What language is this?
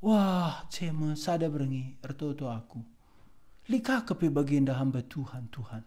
Batak Karo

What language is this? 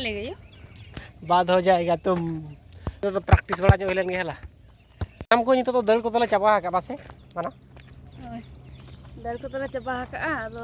Santali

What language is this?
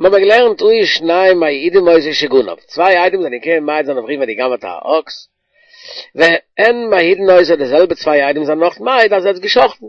Yiddish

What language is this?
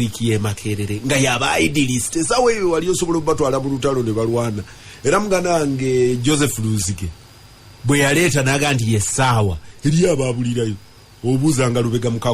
Ganda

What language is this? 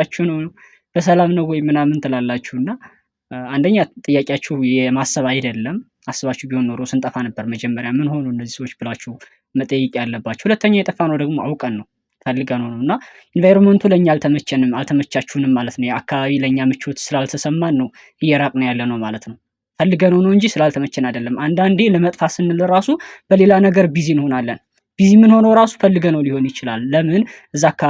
Amharic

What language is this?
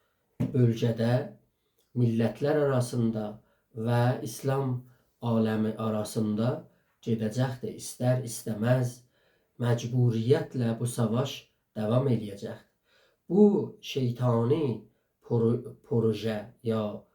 South Azerbaijani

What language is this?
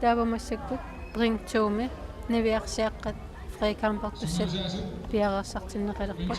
Kalaallisut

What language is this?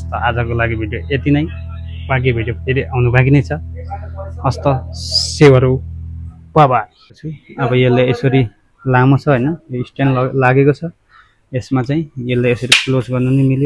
Nepali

